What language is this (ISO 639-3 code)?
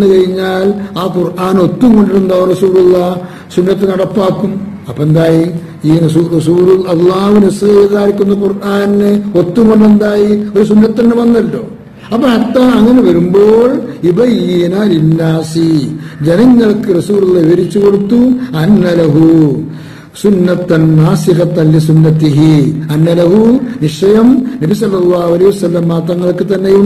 mal